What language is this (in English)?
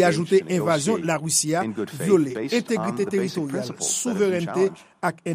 Haitian Creole